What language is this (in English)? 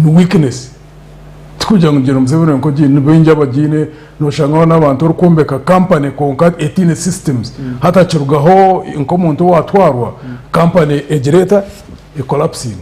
Nyankole